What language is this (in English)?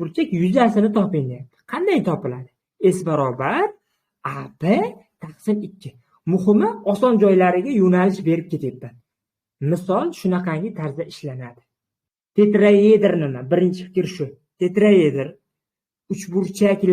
Uzbek